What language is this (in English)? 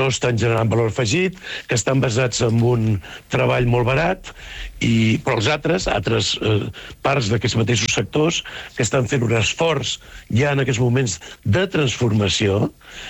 Catalan